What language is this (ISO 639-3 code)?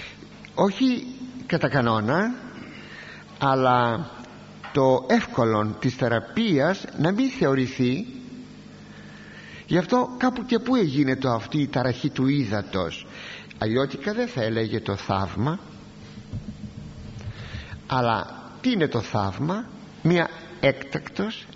ell